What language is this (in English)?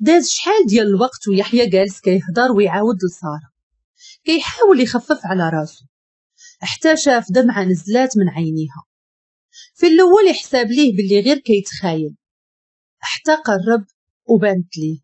Moroccan Arabic